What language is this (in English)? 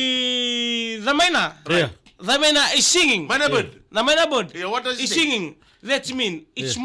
Fijian